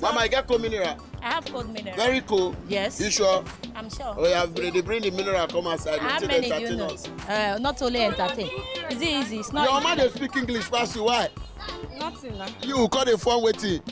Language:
Nigerian Pidgin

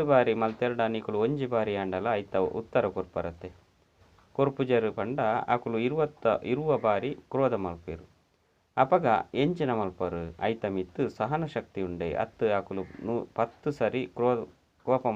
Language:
Tulu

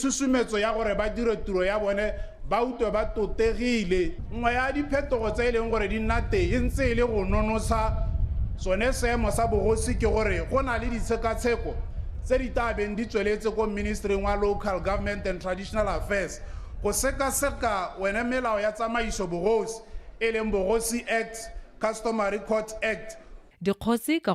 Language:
Tswana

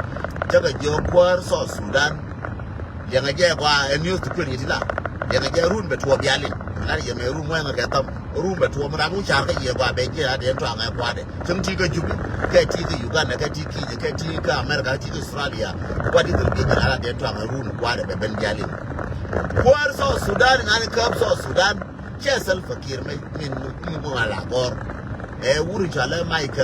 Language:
Nuer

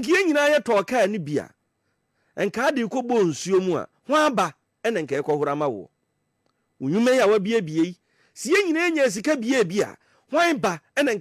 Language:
Akan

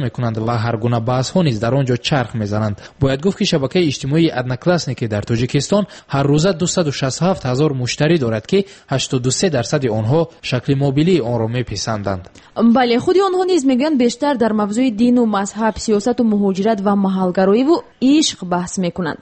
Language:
Tajik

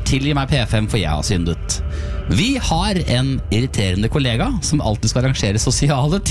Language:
Norwegian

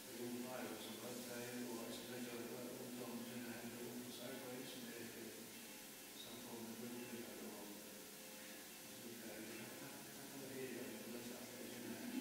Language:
Faroese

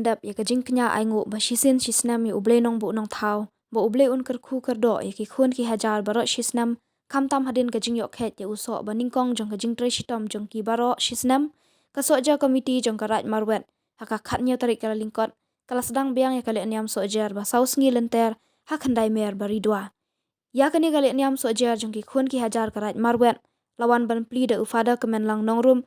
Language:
Khasi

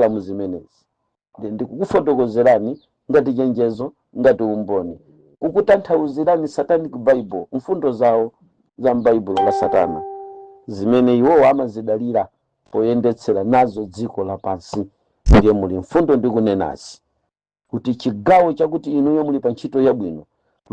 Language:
Nyanja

